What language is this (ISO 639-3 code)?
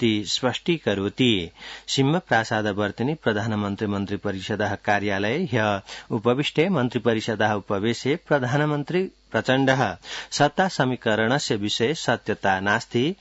san